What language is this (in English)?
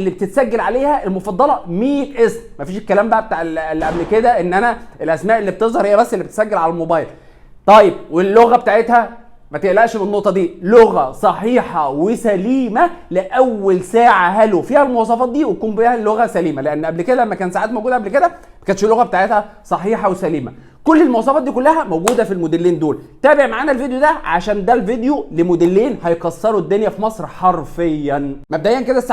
Egyptian Arabic